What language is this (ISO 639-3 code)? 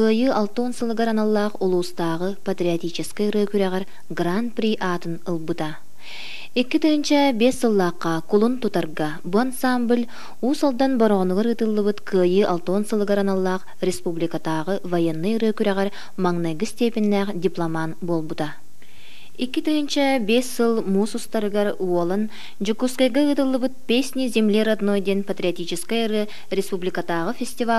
sah